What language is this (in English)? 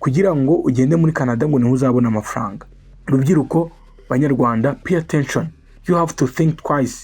Kinyarwanda